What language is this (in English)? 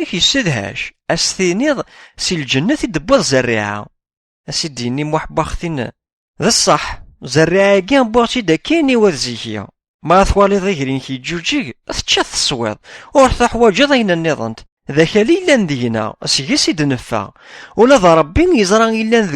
Kabyle